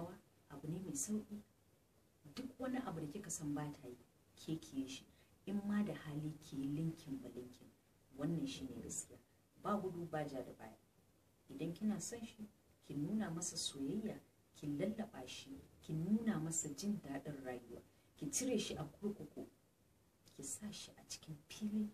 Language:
Hausa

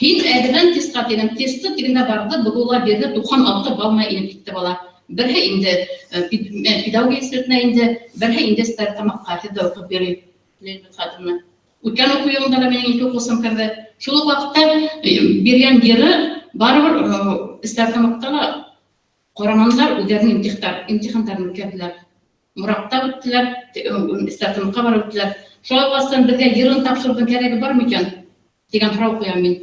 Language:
Bashkir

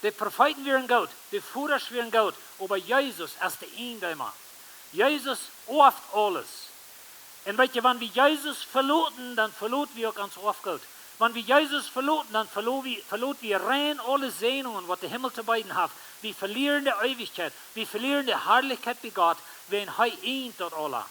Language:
Plautdietsch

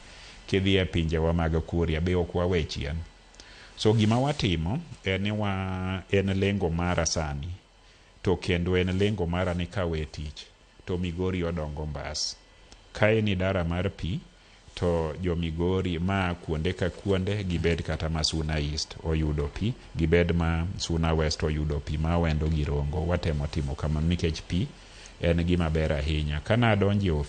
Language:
Luo (Kenya and Tanzania)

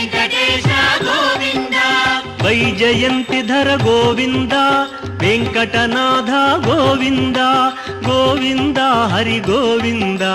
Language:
Telugu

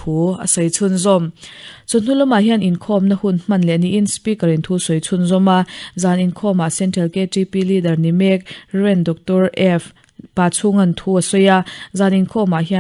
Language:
Mizo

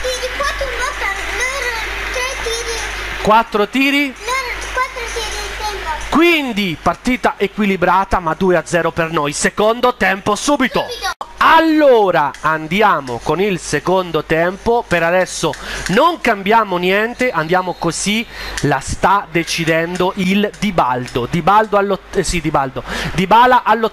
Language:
Italian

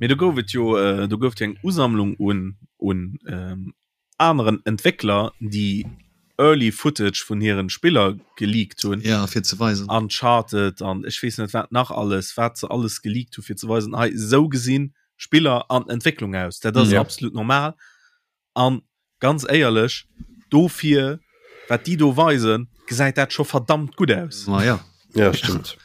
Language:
Luxembourgish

